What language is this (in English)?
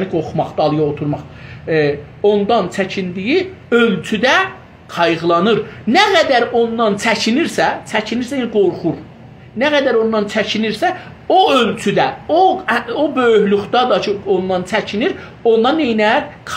South Azerbaijani